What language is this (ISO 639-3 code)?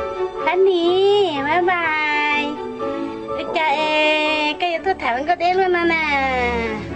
hmn